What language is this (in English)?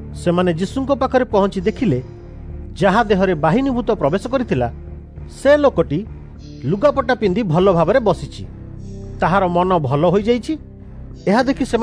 Odia